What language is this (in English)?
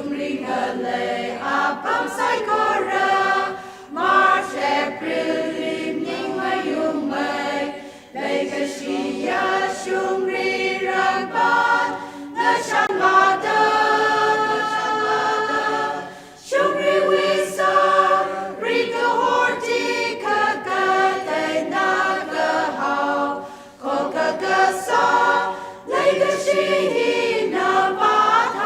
Tangkhul Naga (India)